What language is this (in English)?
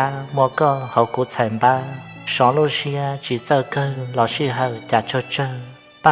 Hmong